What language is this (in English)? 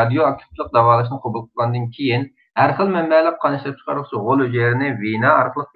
Uyghur